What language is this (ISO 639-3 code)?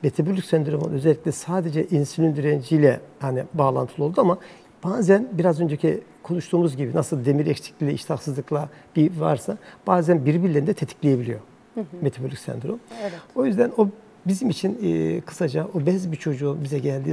tur